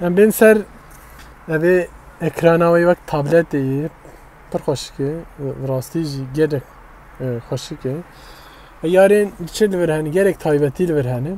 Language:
Kurdish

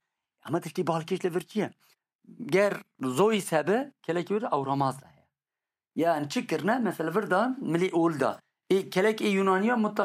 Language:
Kurdish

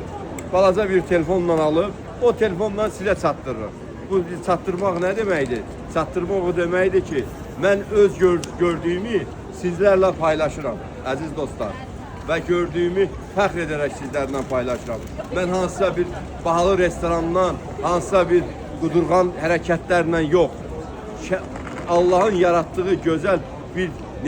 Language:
Azerbaijani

